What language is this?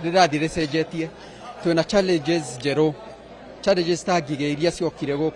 Kikuyu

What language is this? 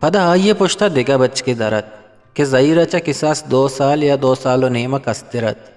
Eastern Balochi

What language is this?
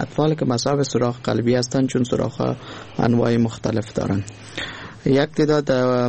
Persian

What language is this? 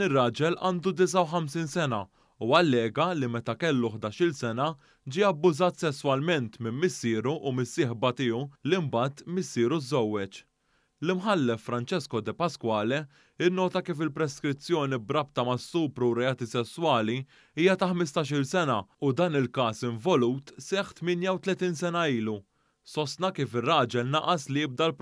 Maltese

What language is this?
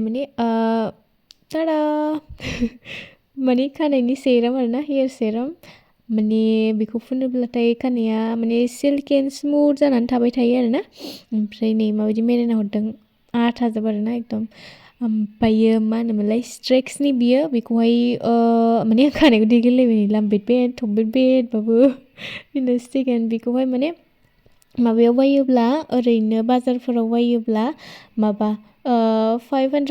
Bodo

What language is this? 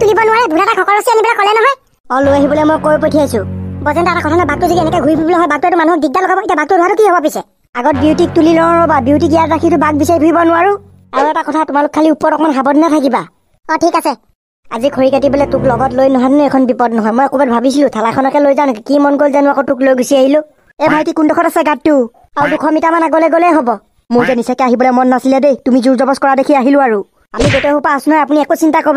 Assamese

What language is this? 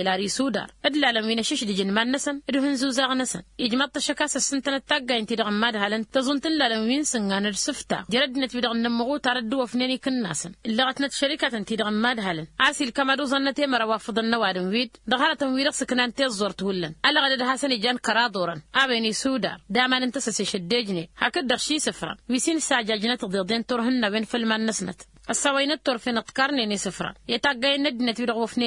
Tamasheq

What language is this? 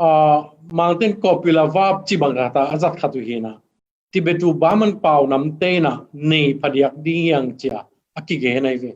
Tedim Chin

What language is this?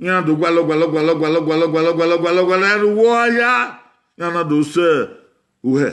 Bini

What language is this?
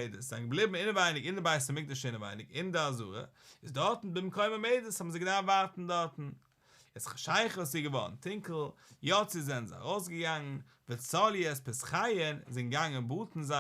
Yiddish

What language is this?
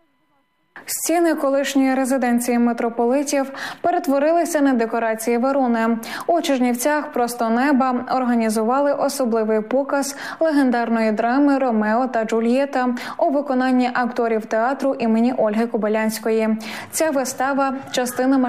Ukrainian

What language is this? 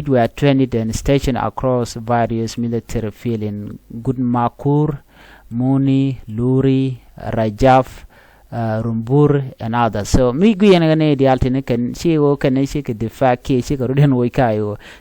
Nuer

